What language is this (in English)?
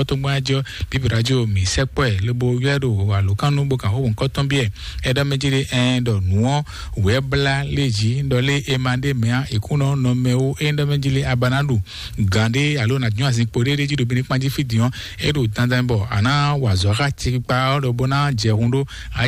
Fon